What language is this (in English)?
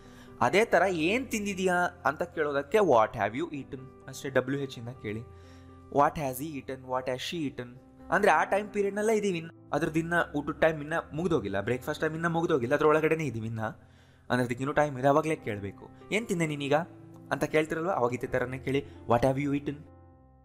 Kannada